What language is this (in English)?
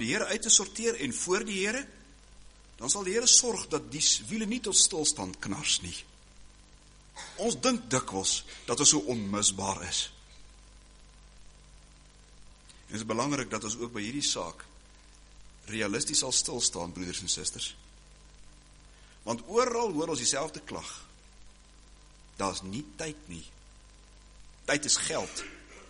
Afrikaans